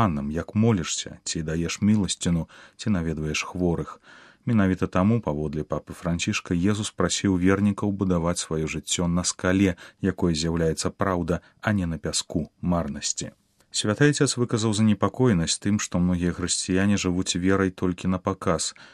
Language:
Belarusian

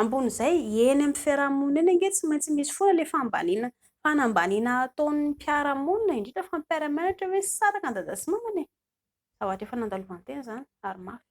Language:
Malagasy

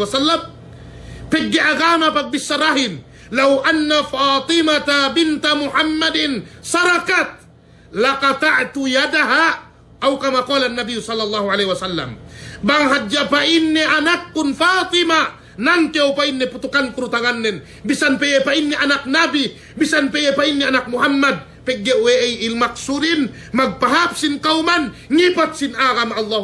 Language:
Yakan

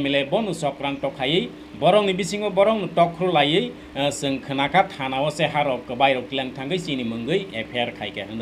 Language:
Kok Borok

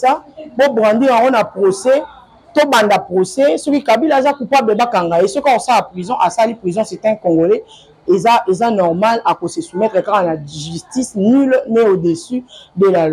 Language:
Lingala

